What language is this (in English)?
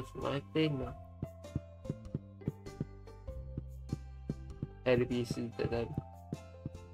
Turkish